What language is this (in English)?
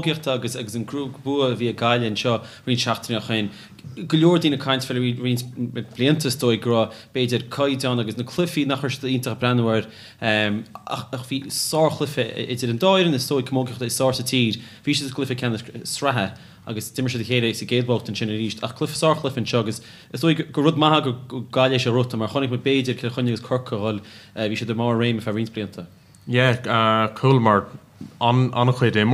Irish